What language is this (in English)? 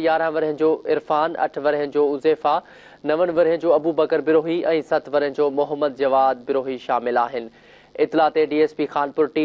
Sindhi